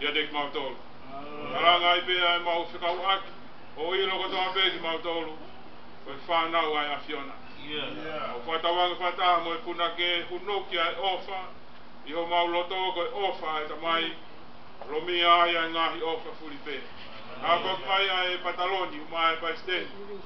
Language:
Tongan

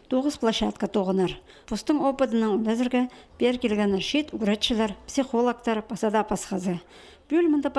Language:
Khakas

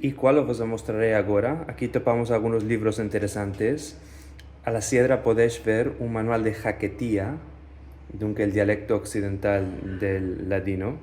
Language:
Ladino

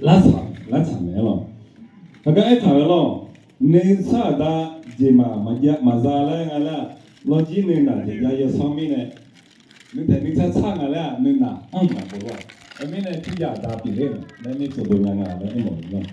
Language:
Akha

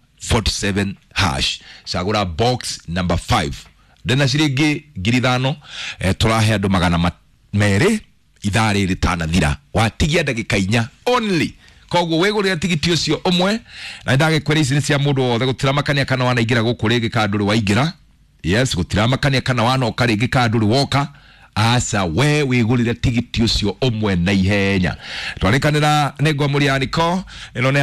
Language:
Kikuyu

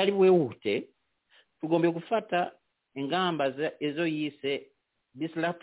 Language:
Kinyarwanda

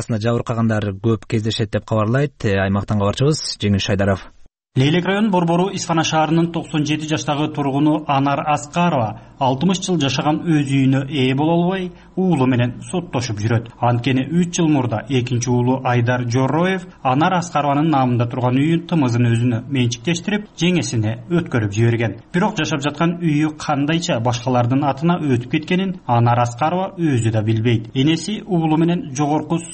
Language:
Kyrgyz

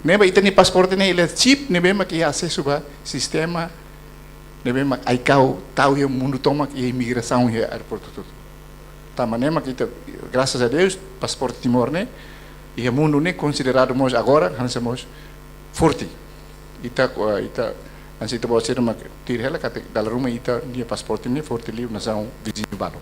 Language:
Tetum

